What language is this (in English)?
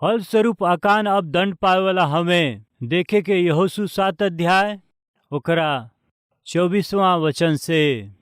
Bhojpuri